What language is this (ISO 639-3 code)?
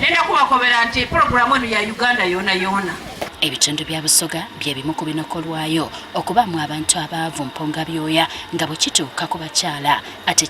lug